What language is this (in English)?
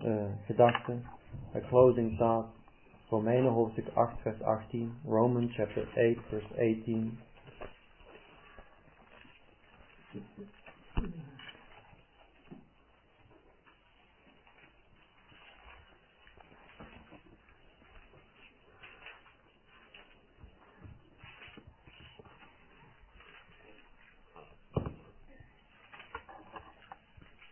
Dutch